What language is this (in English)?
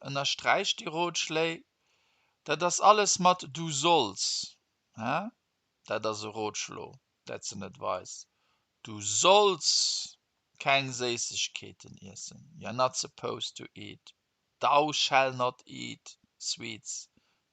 Luxembourgish